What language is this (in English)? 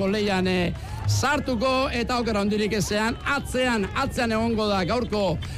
Basque